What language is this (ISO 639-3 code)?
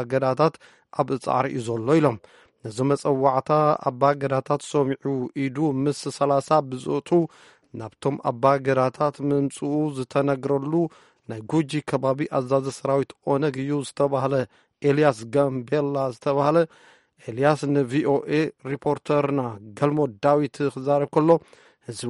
tir